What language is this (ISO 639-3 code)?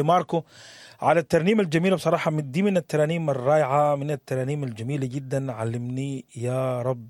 apd